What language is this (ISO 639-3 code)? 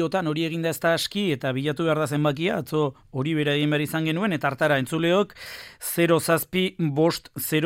eus